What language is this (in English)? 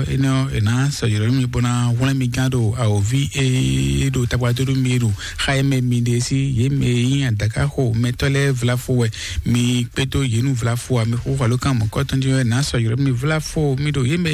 Fon